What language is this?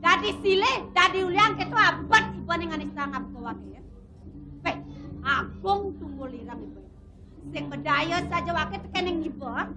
Balinese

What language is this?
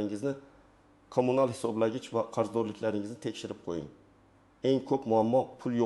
Uzbek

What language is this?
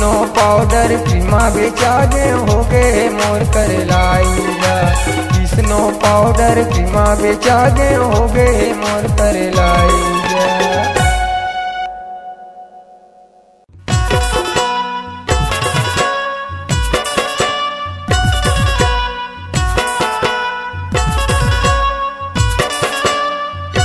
Chhattisgarhi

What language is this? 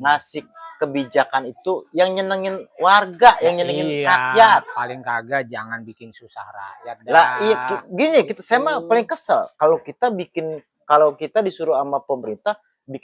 Betawi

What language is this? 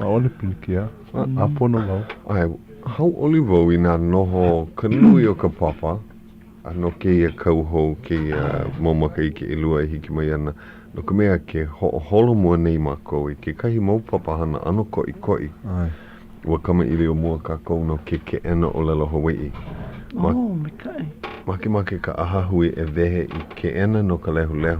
Hawaiian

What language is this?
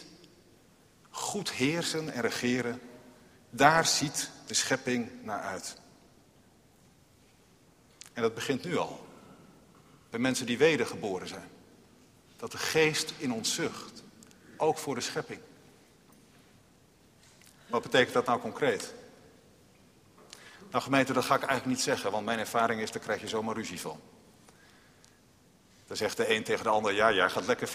Dutch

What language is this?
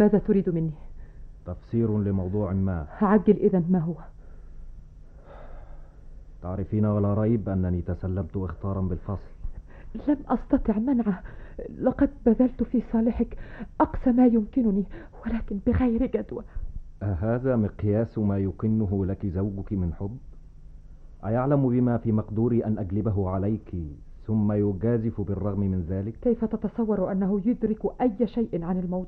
Arabic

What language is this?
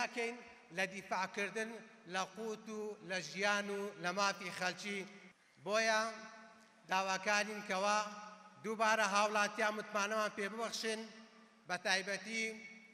Central Kurdish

